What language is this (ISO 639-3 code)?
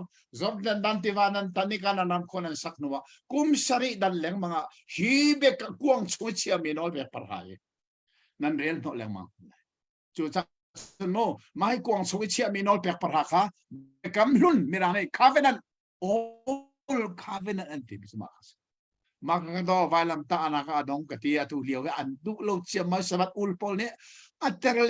cnh